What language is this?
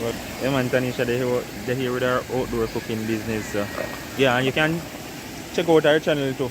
Jamaican Creole English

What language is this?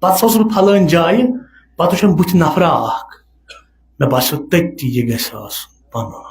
Kashmiri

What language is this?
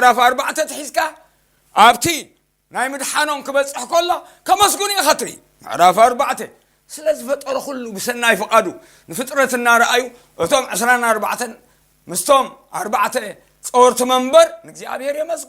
Tigrinya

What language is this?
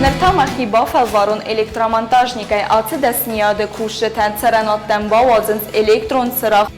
Ossetic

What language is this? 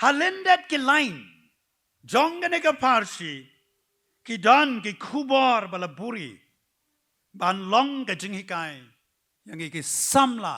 Khasi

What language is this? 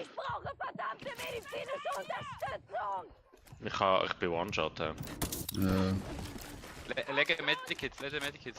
Swiss German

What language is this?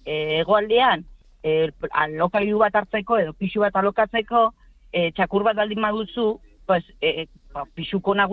Basque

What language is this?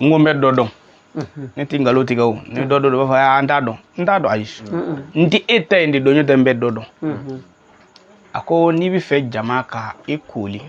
Bambara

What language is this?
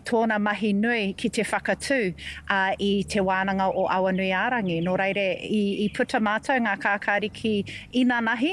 Māori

